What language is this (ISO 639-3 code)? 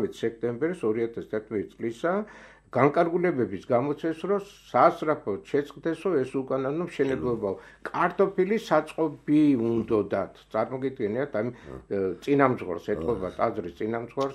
kat